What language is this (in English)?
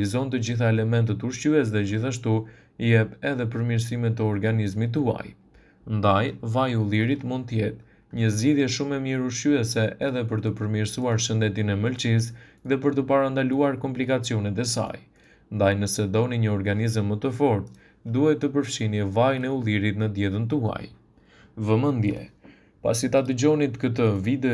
Albanian